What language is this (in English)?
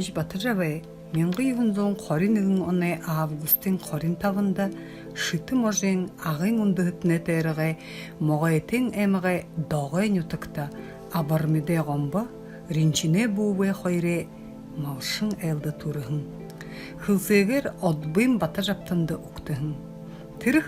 Buriat